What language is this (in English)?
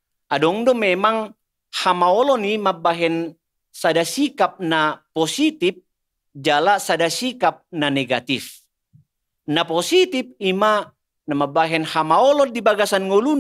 Batak Toba